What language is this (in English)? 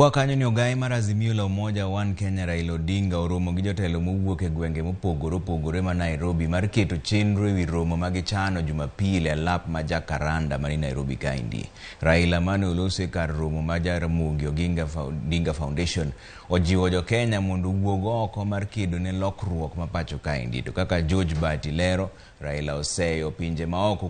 Luo (Kenya and Tanzania)